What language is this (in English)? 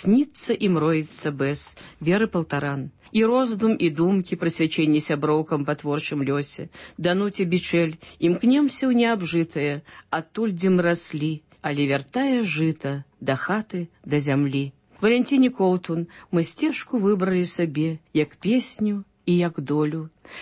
Belarusian